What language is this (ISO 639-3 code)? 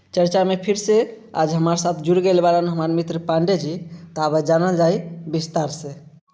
bho